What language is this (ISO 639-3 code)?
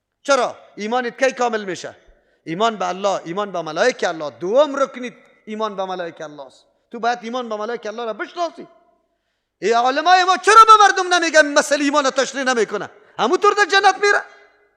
fas